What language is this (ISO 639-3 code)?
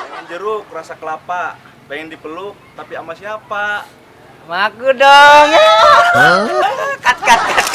bew